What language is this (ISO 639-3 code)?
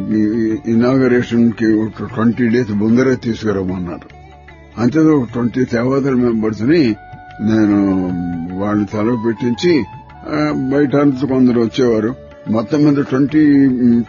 tel